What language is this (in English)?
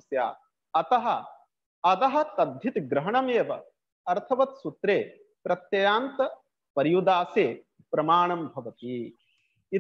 Sanskrit